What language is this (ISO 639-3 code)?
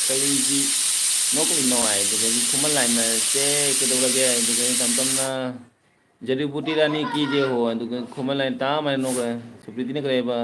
mni